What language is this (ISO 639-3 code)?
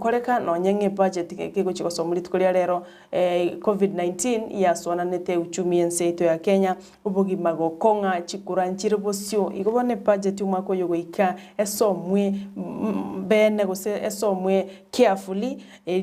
guz